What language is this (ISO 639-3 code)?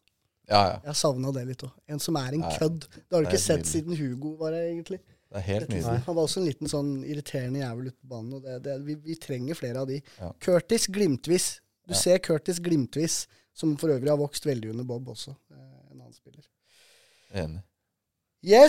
nor